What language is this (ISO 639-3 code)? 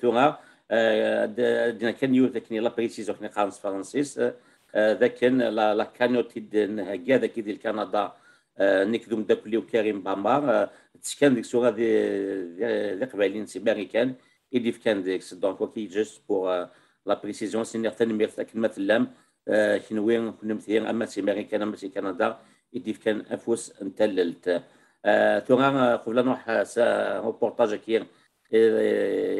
kab